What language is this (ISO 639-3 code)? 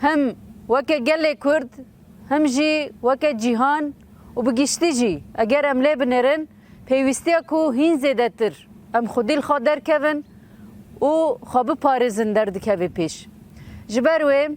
kur